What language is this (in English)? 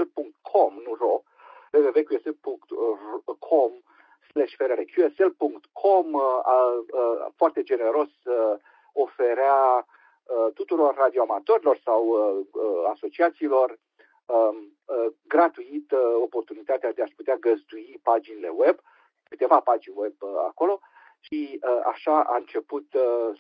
Romanian